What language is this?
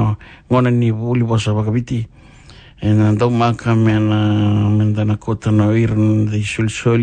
Fijian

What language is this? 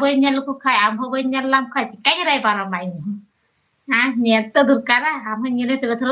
Santali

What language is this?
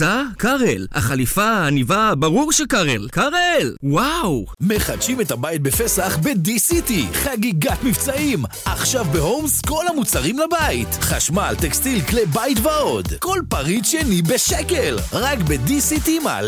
Hebrew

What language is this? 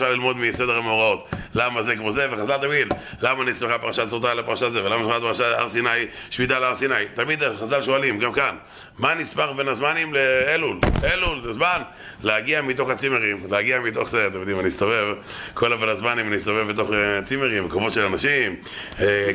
Hebrew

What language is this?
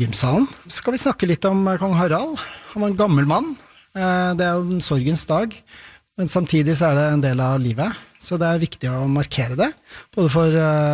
Norwegian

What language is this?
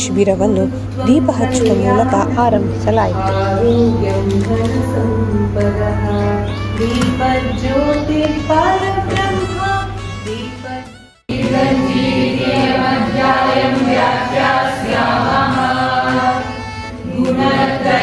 Kannada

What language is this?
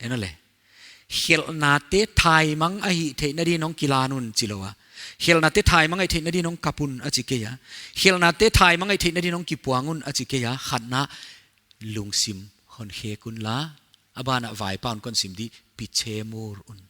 Paite Chin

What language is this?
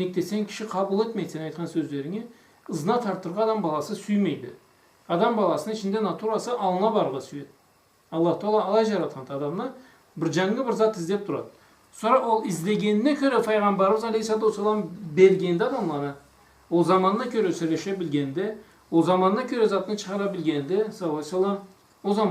Karachay-Balkar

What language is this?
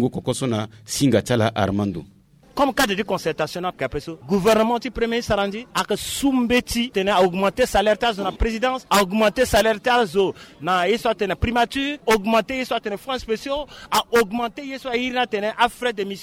Sango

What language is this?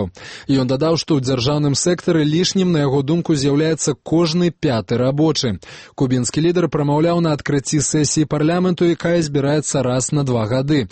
Belarusian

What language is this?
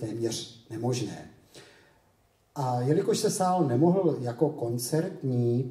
Czech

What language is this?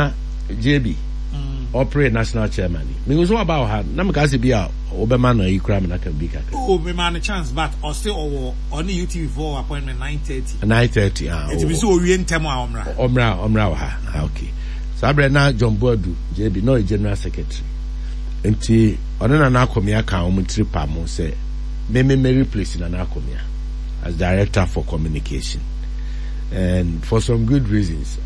Akan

